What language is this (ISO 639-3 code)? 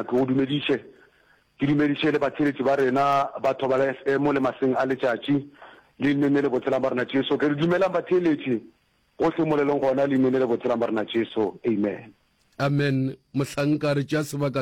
nso